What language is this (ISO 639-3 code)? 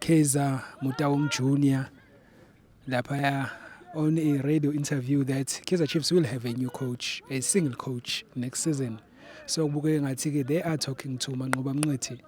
zul